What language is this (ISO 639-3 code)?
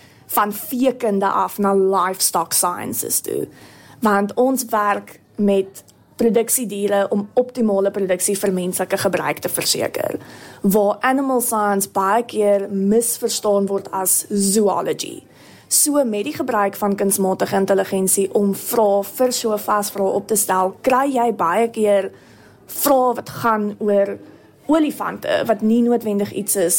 afr